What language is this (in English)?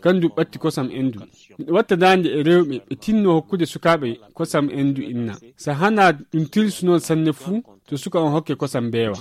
Fula